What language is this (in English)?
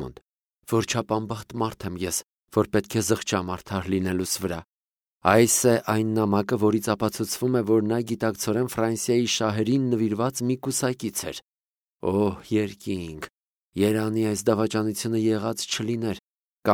Armenian